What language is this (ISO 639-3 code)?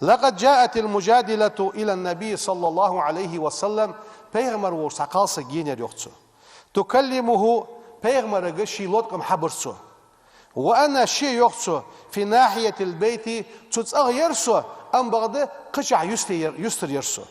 inh